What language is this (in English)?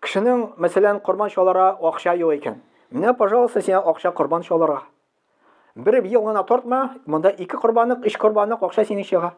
Tatar